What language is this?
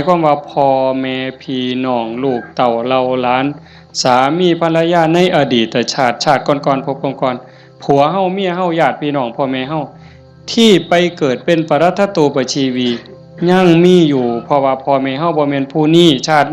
Northeastern Thai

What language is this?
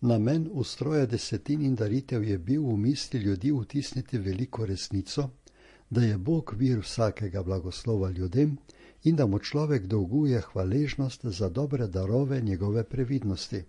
Slovenian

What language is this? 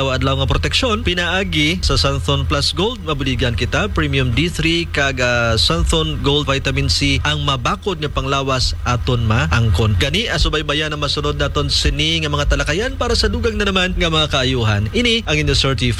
Hiligaynon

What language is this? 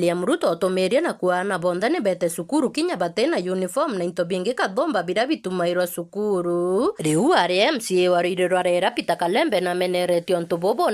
Meru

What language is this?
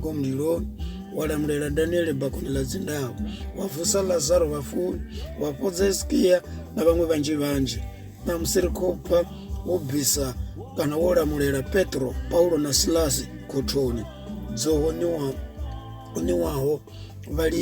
Venda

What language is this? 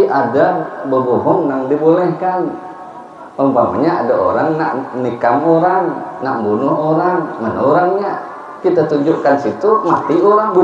Banjar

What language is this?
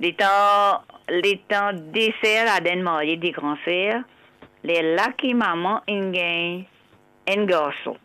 Morisyen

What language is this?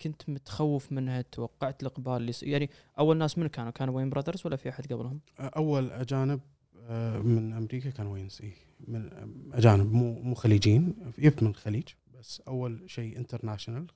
Gulf Arabic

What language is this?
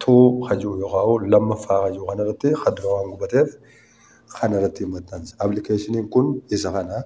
Oromo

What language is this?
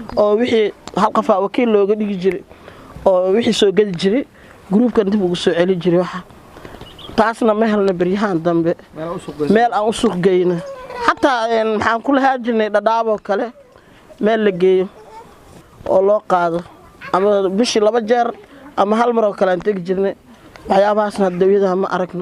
Somali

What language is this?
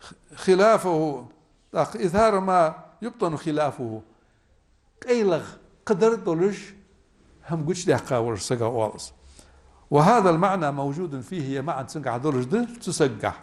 Ingush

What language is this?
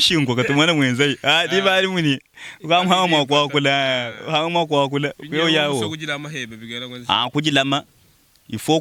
Luba-Lulua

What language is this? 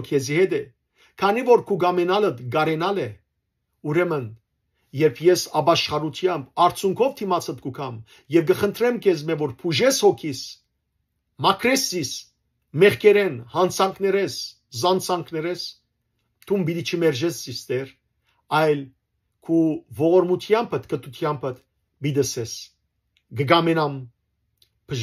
Western Armenian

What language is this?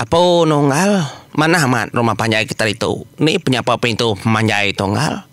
Iban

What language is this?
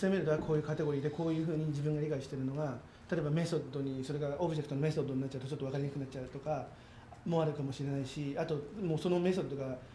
Japanese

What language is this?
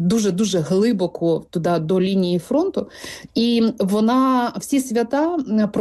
Ukrainian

